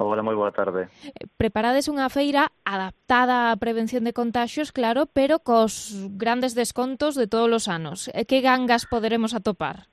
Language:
Galician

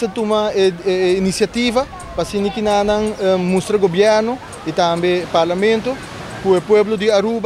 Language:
Papiamento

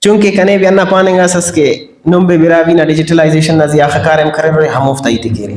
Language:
Brahui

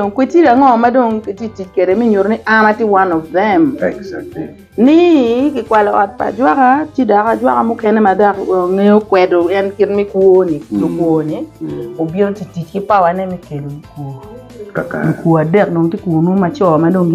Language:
Acoli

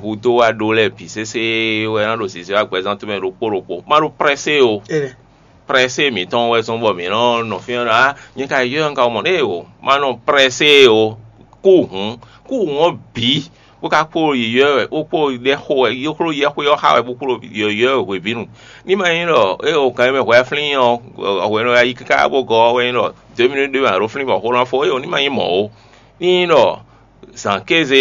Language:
Fon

